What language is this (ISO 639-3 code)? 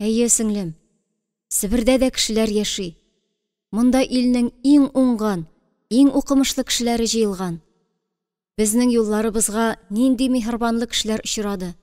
tat